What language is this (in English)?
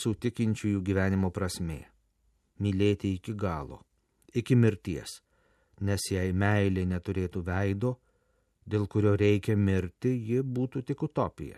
Lithuanian